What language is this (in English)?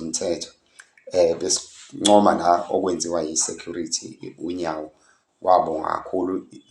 Zulu